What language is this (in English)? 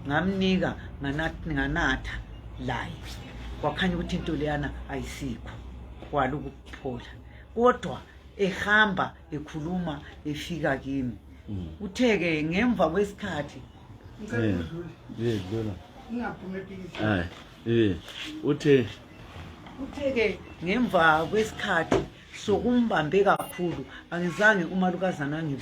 North Ndebele